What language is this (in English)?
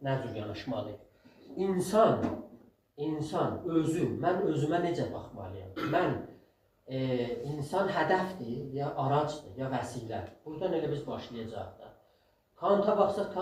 South Azerbaijani